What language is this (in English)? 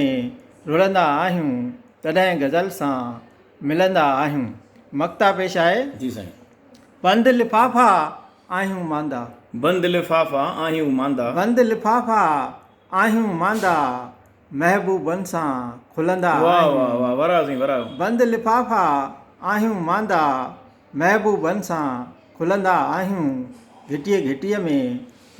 Sindhi